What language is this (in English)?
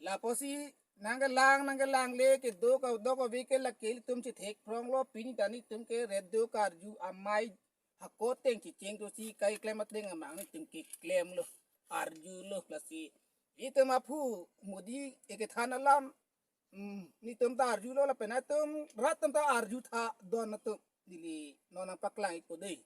Karbi